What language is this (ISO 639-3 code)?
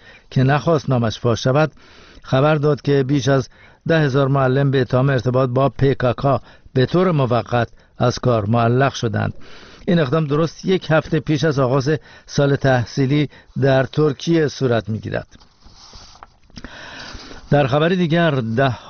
fas